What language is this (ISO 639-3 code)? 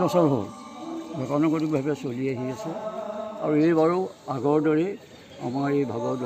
asm